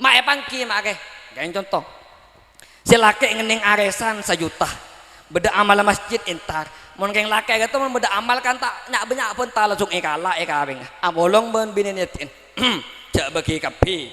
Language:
Madurese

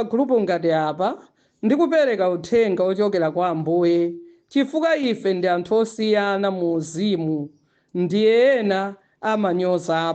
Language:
Nyanja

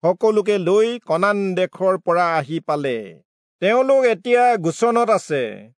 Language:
Assamese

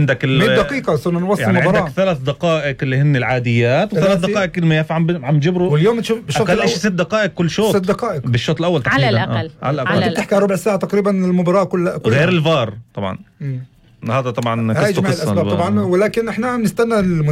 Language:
North Levantine Arabic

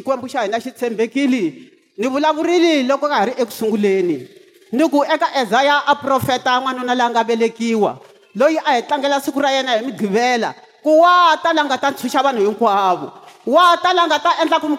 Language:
Tsonga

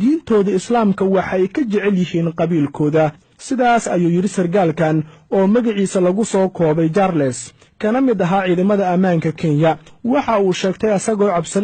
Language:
Somali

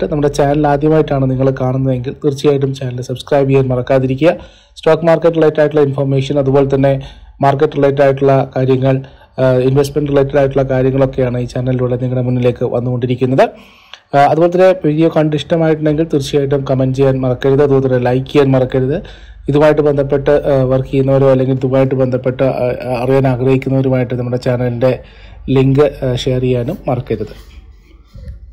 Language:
Malayalam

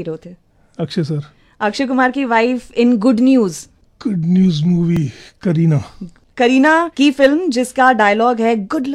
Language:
Hindi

